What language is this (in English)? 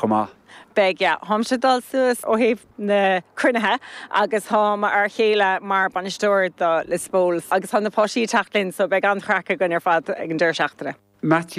Irish